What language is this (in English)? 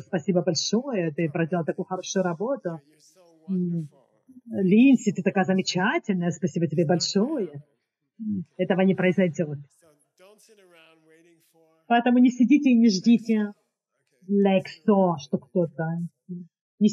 Russian